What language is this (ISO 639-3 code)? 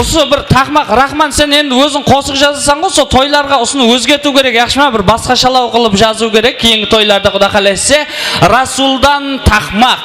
kaa